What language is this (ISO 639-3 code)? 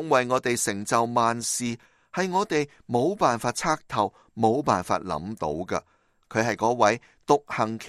yue